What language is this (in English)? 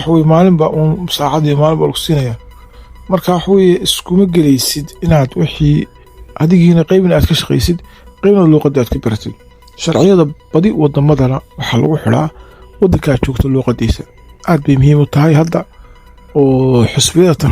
Somali